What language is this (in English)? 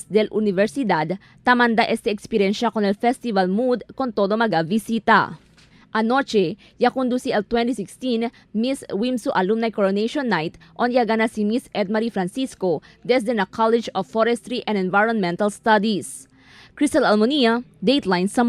Chavacano